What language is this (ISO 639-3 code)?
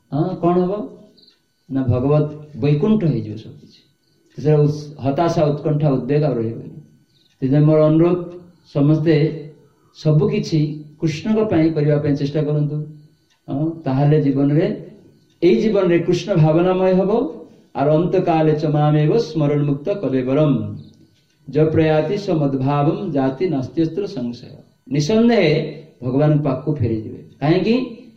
ori